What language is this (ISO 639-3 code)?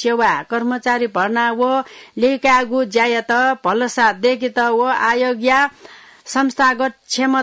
new